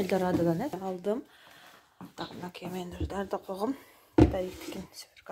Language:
Kyrgyz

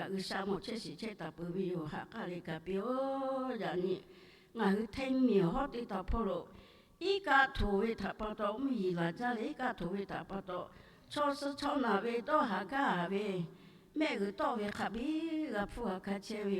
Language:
Lahu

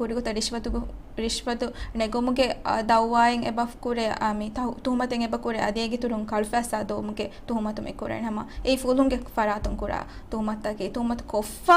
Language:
Divehi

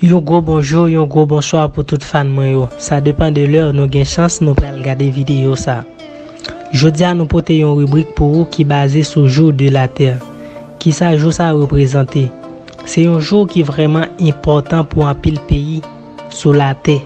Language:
Haitian Creole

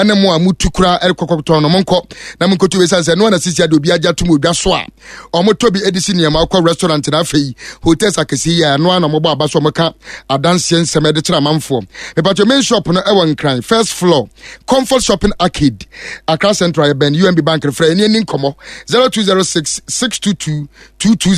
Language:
Akan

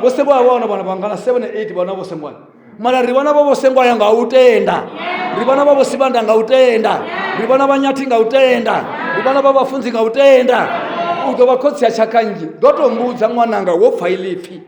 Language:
Venda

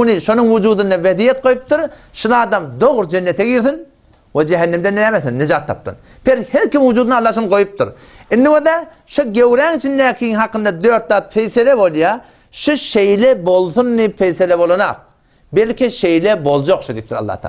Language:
Turkmen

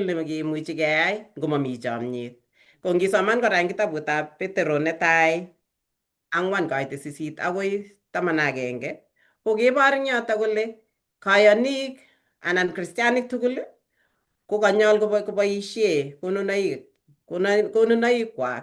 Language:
Kalenjin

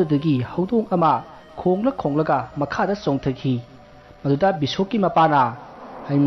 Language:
Manipuri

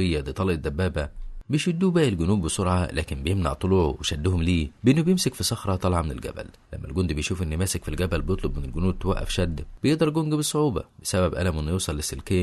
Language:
Egyptian Arabic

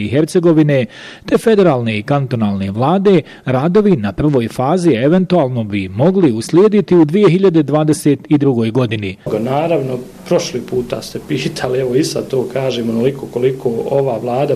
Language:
Bosnian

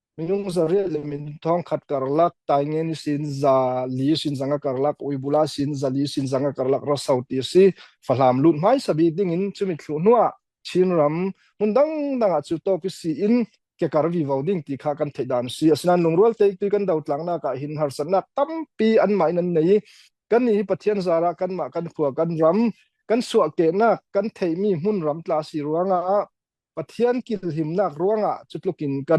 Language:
Falam Chin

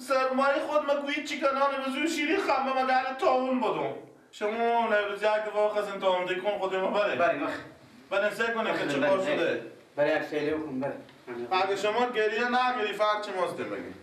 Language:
Persian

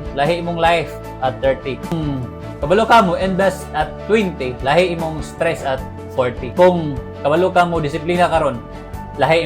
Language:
Cebuano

